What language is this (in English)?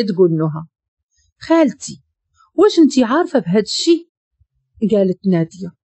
Moroccan Arabic